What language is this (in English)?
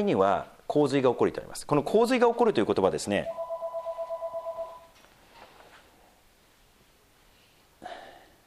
Japanese